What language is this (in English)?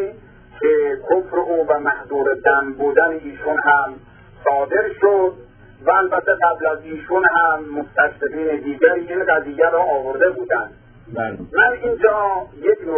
Persian